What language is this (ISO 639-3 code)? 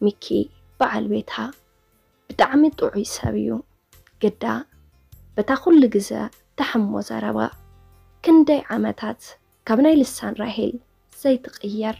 tir